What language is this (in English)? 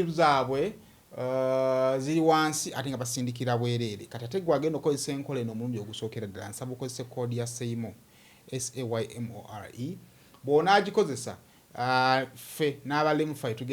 Ganda